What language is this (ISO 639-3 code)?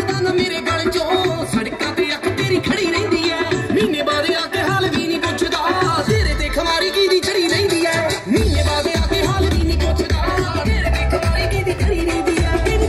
pan